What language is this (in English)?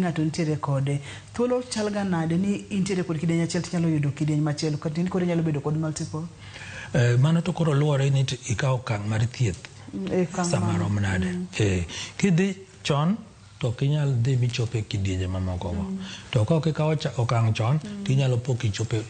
Luo (Kenya and Tanzania)